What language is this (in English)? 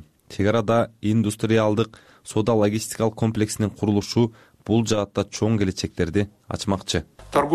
Kyrgyz